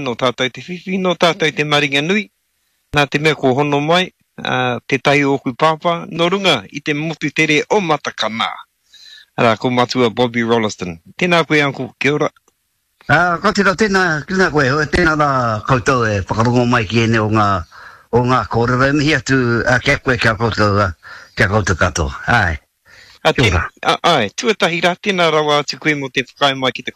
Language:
Māori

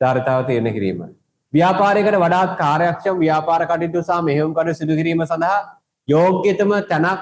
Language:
Sinhala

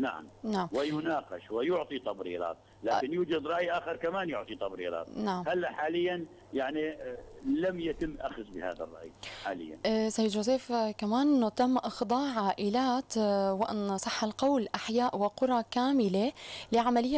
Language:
North Levantine Arabic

